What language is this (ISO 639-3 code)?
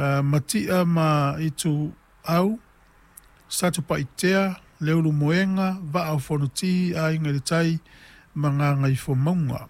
smo